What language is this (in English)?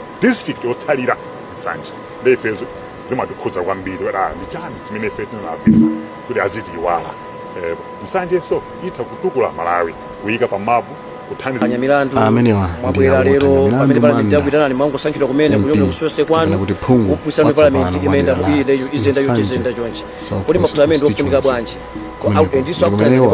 Nyanja